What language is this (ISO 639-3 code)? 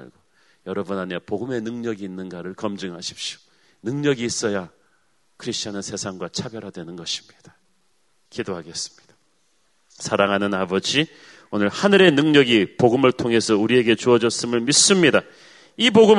kor